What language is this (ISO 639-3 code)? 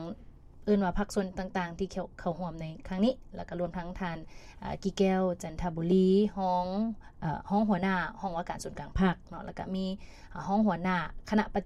lao